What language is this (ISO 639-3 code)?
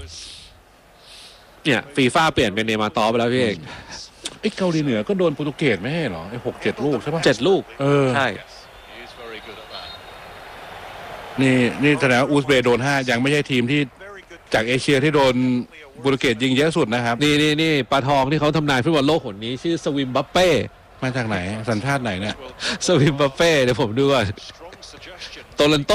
tha